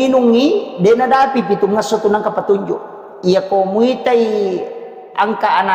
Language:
Buginese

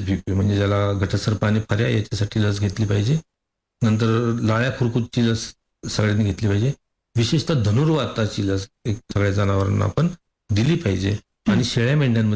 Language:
Marathi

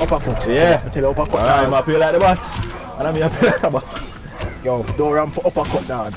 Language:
Jamaican Creole English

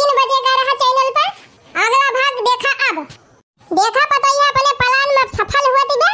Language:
Awadhi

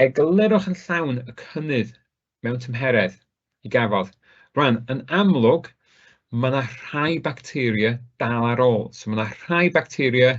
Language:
Welsh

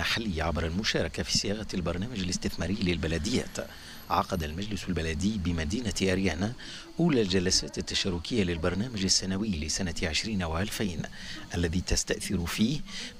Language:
Tunisian Arabic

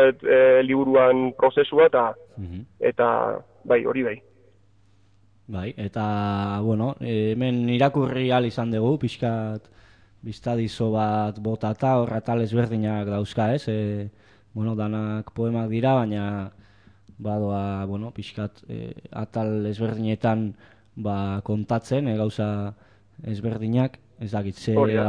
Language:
Basque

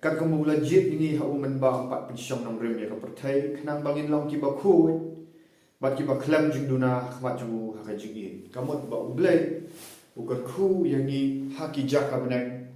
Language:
Khasi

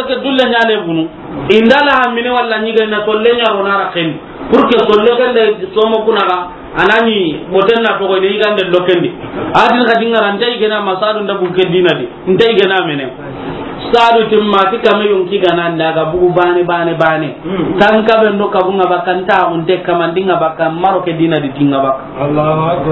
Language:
Soninke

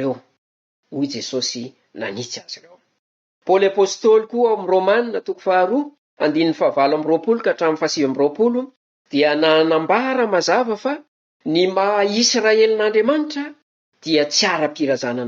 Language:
Malagasy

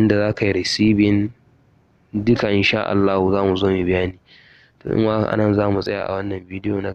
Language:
Hausa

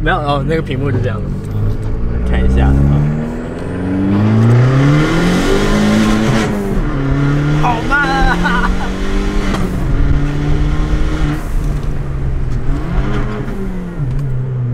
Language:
Chinese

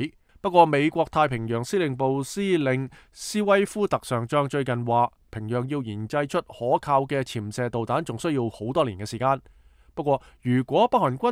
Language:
Cantonese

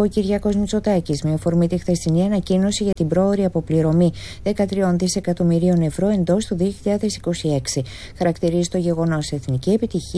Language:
Greek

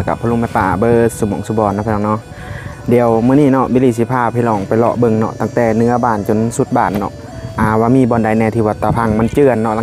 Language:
Northeastern Thai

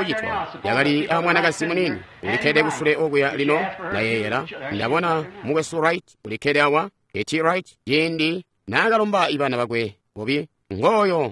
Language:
Tonga (Zambia)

